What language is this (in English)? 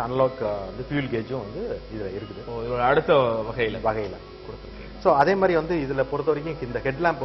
Tamil